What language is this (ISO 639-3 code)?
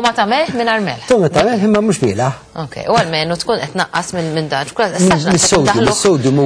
mlt